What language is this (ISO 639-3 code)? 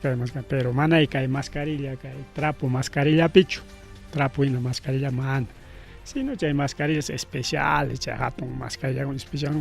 quy